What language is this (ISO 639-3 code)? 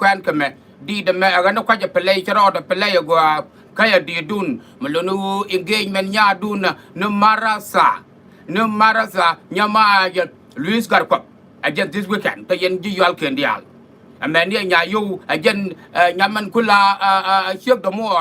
nus